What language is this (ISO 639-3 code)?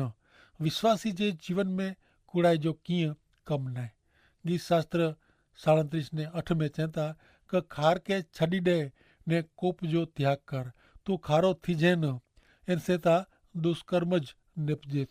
kfr